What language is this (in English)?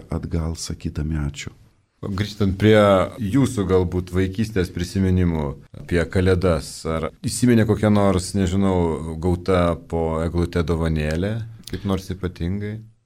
Lithuanian